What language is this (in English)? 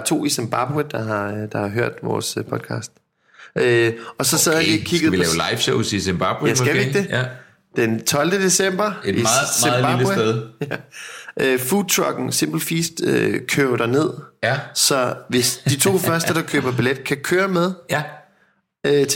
Danish